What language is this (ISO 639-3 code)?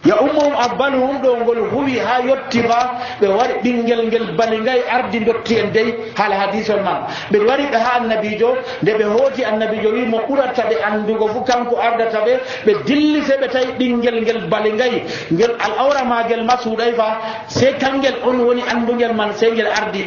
fuv